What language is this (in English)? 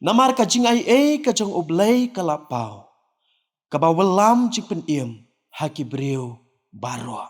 Khasi